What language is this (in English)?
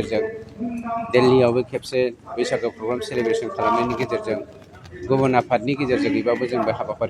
Bodo